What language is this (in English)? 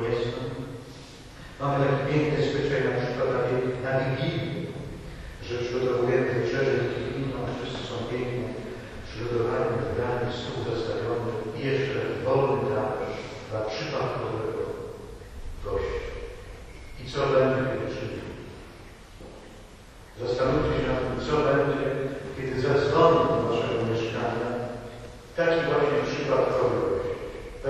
Polish